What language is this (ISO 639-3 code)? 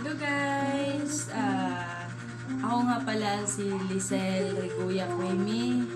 ceb